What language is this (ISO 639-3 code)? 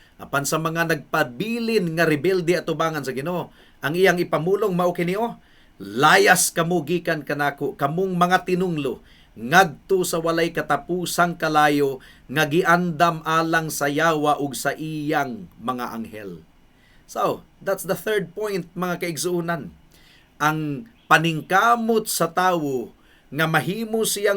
ceb